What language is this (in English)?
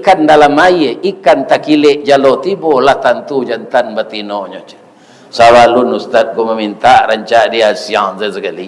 Minangkabau